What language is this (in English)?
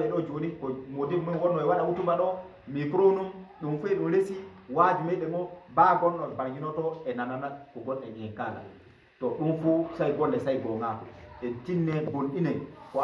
Fula